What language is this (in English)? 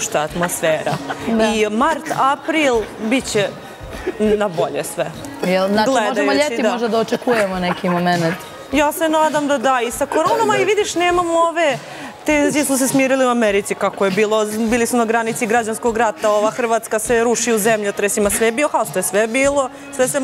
Bosnian